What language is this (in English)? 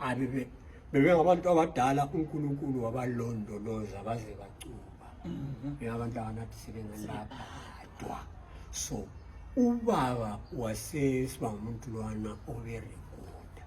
North Ndebele